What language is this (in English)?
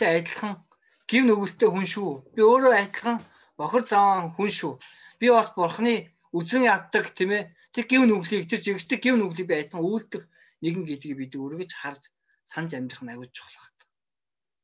Mongolian